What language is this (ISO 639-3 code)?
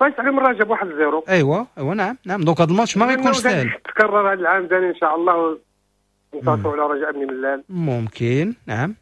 ary